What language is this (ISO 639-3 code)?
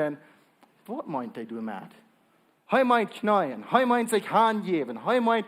pdt